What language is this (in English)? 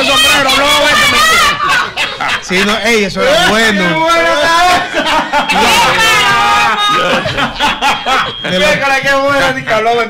Spanish